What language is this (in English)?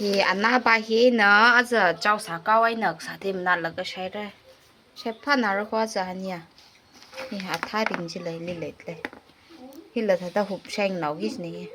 Tangkhul Naga (India)